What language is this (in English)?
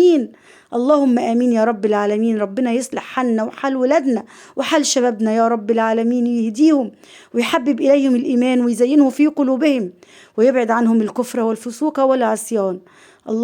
Egyptian Arabic